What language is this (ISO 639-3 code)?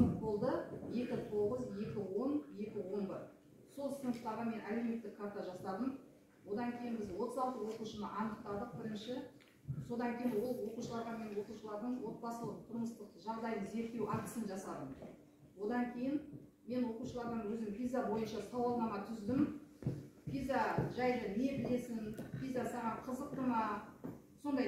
kaz